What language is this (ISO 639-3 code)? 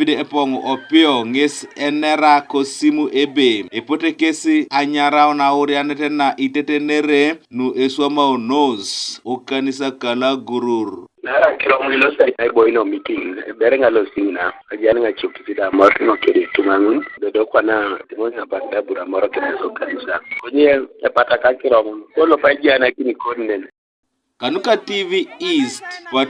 teo